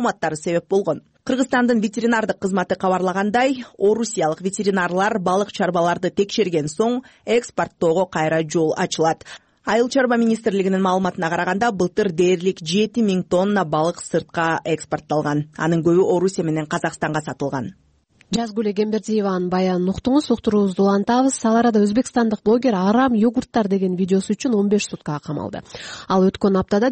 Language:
Kyrgyz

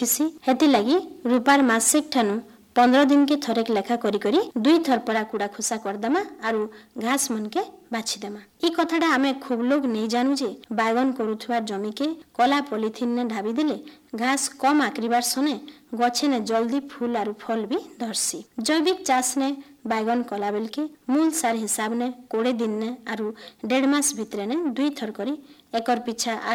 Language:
Odia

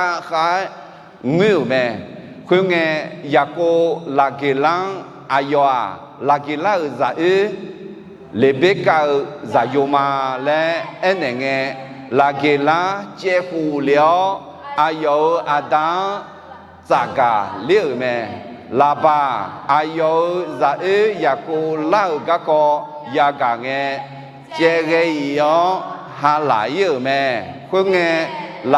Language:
Akha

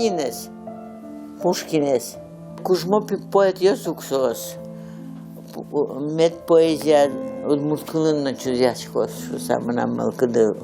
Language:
Udmurt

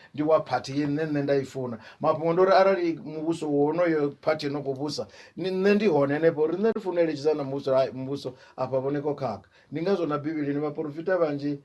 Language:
Venda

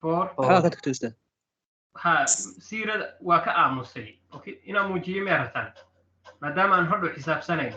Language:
Somali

